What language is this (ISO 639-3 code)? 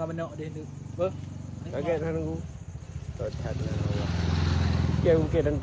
ace